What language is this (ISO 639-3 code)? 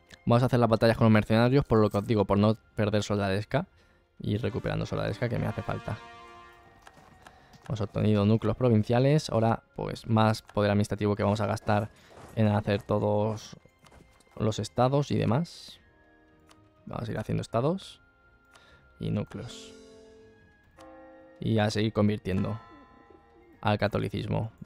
spa